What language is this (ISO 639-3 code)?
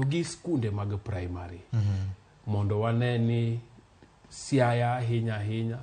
luo